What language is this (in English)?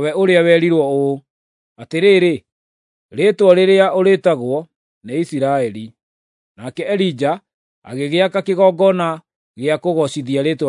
Kikuyu